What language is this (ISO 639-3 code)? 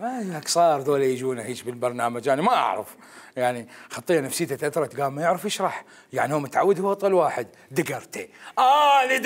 acm